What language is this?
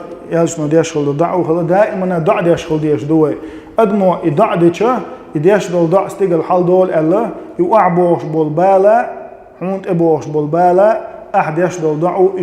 Chechen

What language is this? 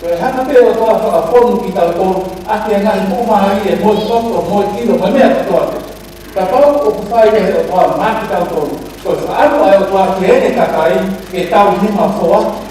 Tongan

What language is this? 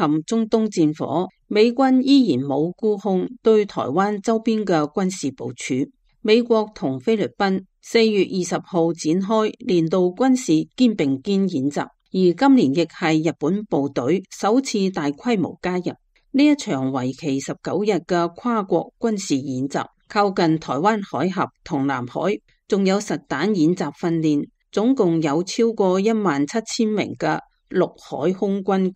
Cantonese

